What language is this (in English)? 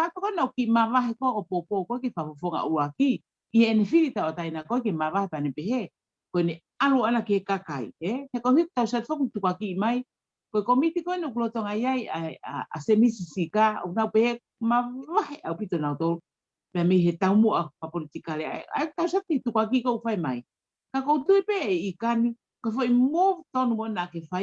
Tongan